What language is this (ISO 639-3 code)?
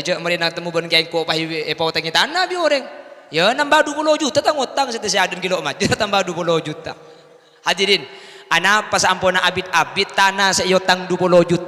mad